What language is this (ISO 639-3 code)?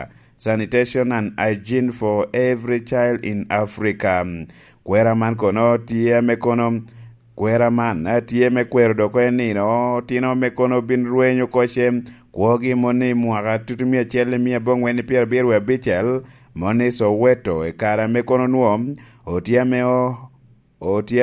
laj